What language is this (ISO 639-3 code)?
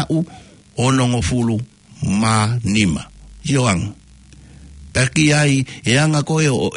ton